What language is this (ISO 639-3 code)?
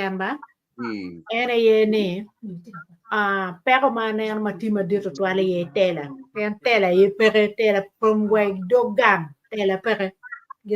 ach